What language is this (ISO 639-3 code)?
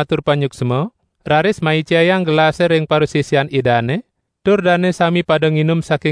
ban